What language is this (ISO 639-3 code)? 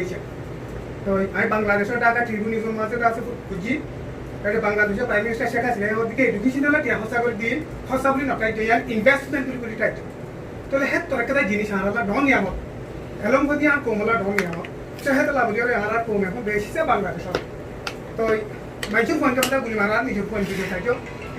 rhg